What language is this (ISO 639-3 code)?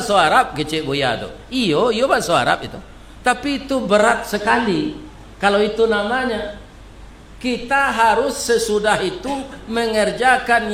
min